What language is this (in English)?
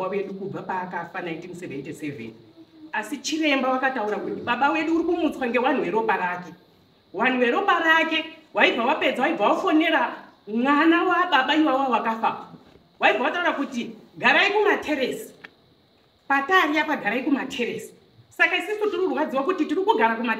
Shona